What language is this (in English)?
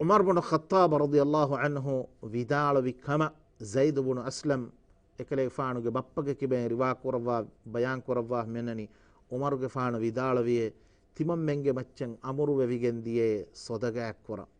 Divehi